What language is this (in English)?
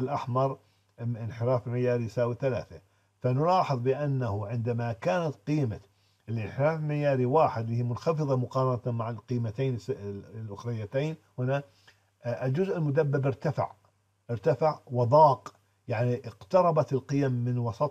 Arabic